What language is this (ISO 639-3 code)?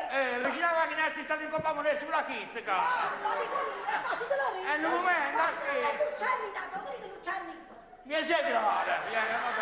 nap